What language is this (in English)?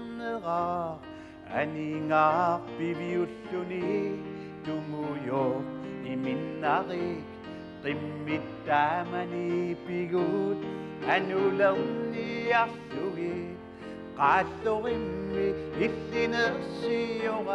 Kalaallisut